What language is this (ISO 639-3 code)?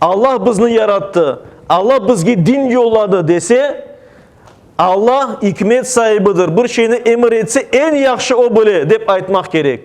crh